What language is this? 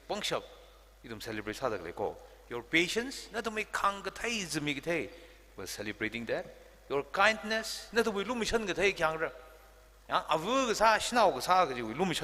Tangkhul Naga (India)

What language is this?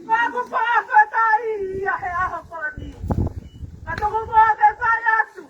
Tongan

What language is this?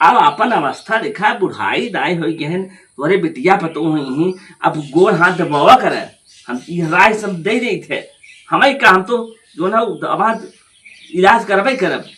Awadhi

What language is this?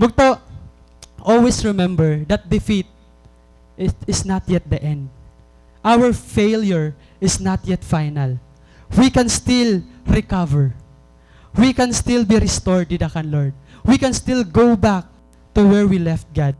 Waray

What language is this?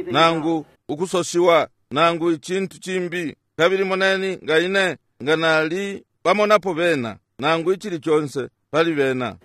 Bemba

